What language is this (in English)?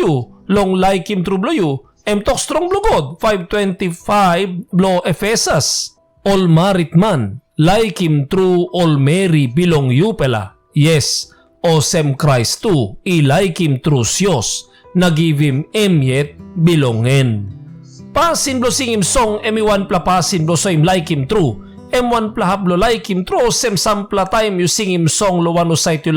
Tok Pisin